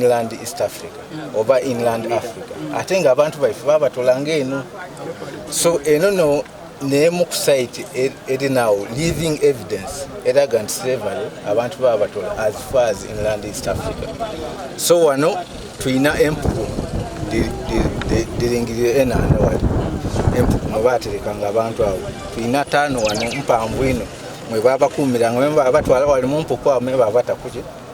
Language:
Soga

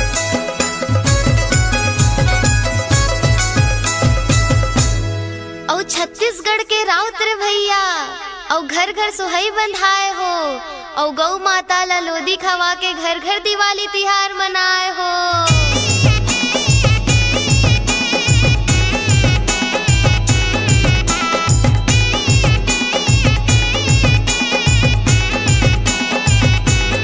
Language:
Chhattisgarhi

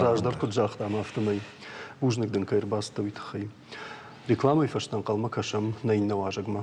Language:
Ossetic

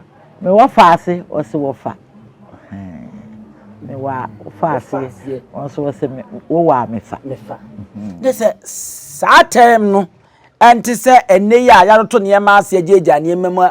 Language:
Akan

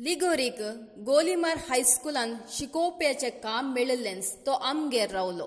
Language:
Konkani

